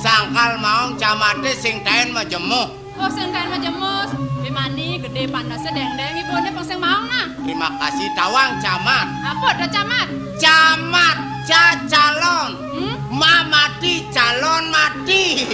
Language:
Balinese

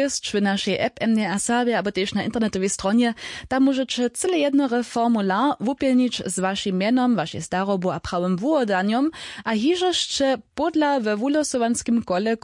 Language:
Upper Sorbian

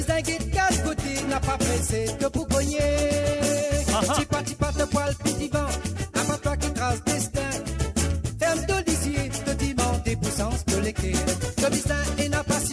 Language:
Morisyen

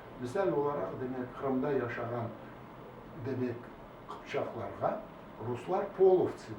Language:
Crimean Tatar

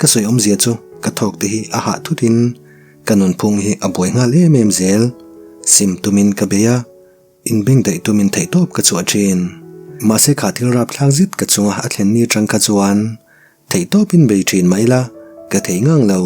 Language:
Mizo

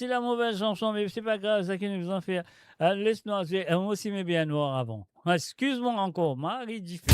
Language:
Morisyen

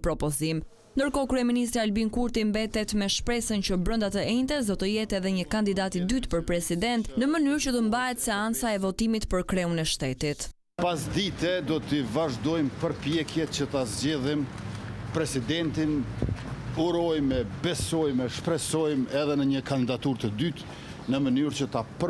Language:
Albanian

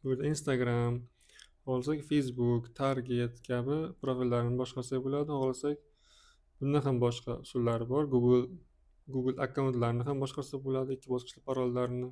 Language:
Uzbek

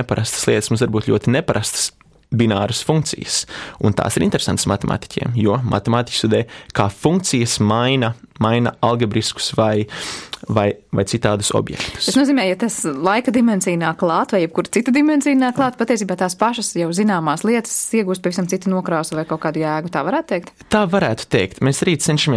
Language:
Latvian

